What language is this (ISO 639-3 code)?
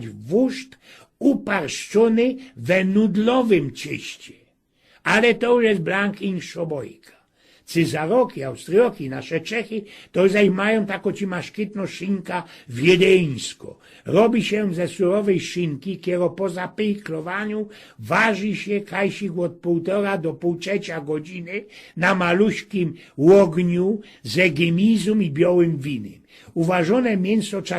szl